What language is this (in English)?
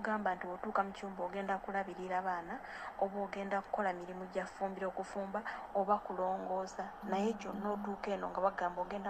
Ganda